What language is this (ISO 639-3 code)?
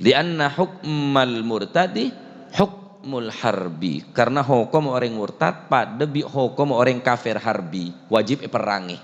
mad